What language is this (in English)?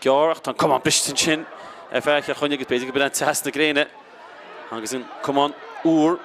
Irish